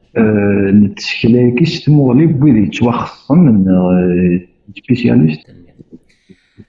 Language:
Kabyle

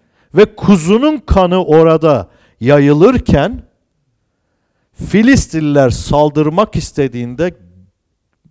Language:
Turkish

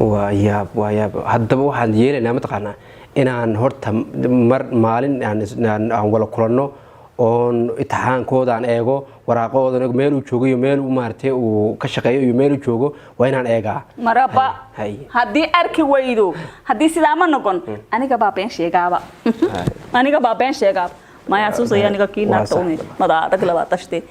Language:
Somali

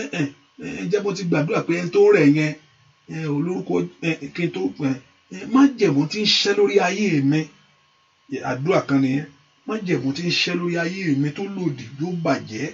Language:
Yoruba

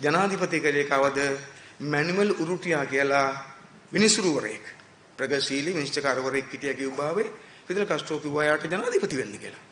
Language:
Sinhala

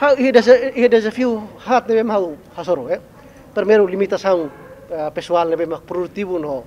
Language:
Tetum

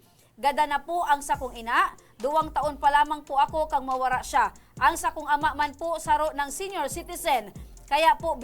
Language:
Bikol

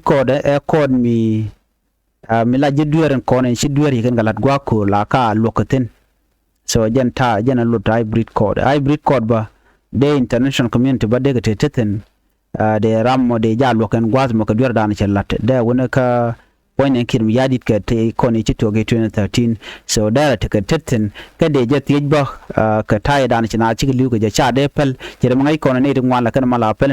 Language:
Nuer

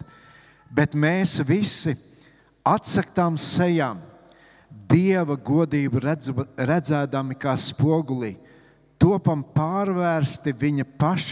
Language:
Latvian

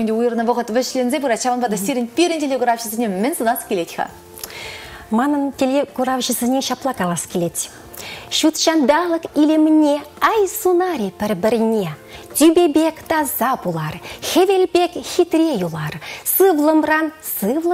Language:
Chuvash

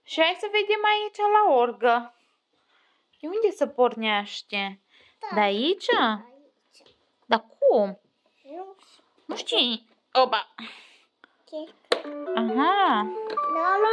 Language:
Romanian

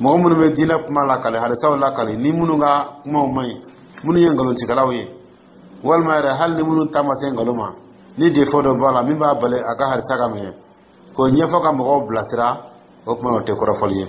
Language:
Dyula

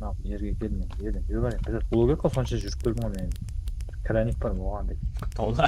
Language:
Kara-Kalpak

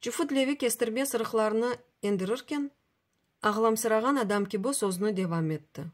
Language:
Crimean Tatar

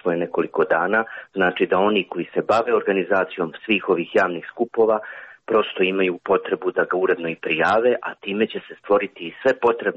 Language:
Serbian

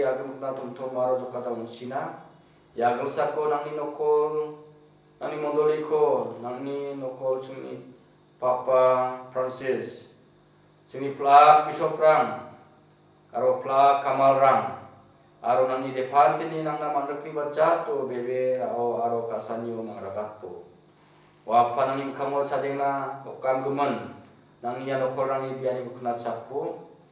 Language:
Garo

